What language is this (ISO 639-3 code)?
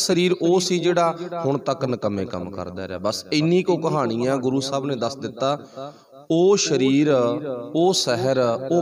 pan